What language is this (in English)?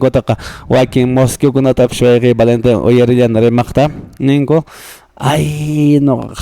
Quechua